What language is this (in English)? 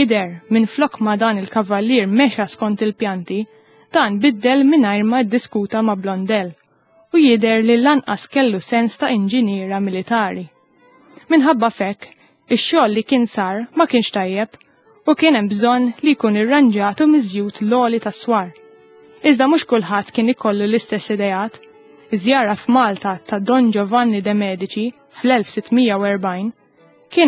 Maltese